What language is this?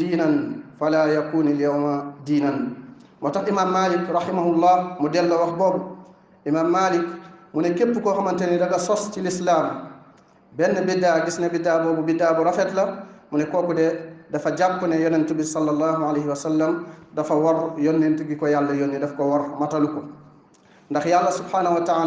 Wolof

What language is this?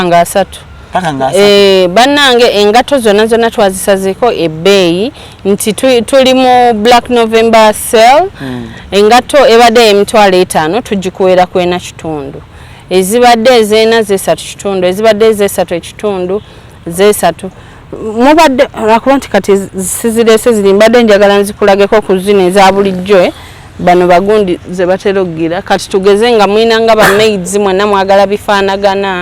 Ganda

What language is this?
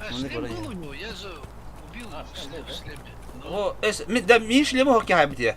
Yakut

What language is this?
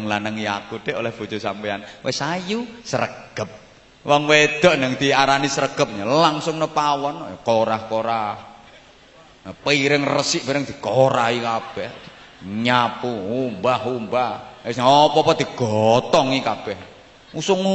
Javanese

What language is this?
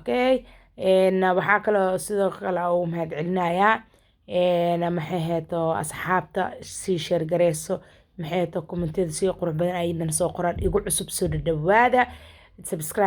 Somali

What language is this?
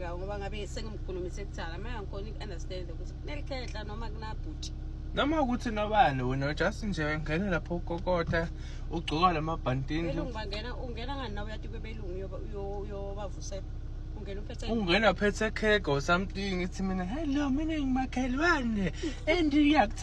Zulu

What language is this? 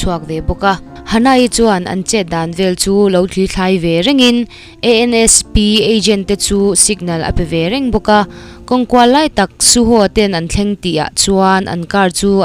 Mizo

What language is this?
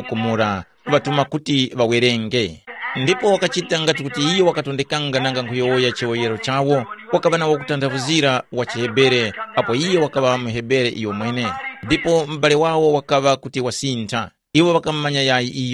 Tumbuka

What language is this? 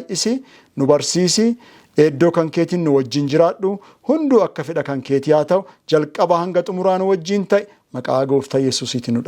Oromo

